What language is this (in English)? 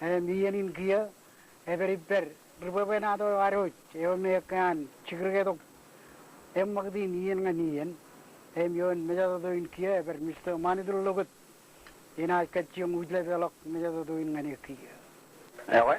Marshallese